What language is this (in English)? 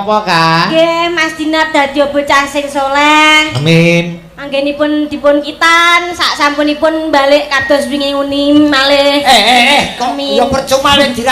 Javanese